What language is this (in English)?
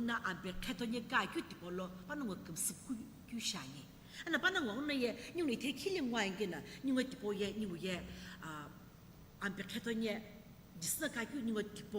Sumi Naga